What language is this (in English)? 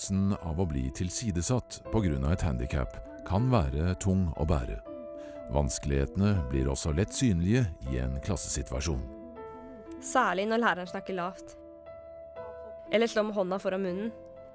Norwegian